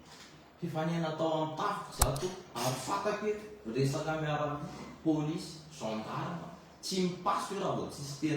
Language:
Malagasy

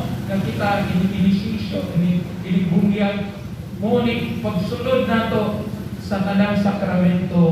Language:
Cebuano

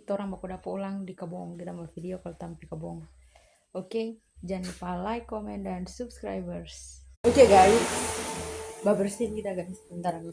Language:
Manado Malay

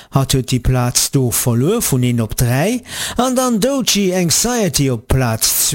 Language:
Luxembourgish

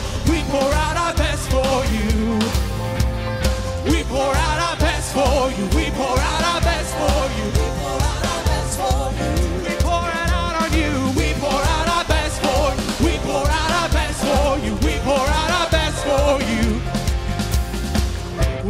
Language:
English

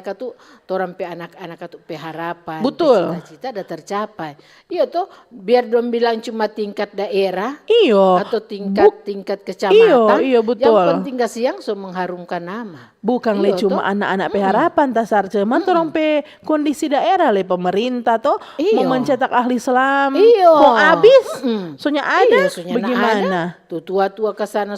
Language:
Manado Malay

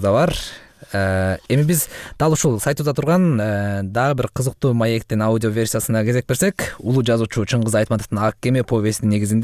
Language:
Kyrgyz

